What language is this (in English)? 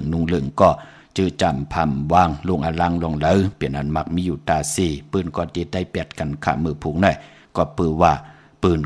Shan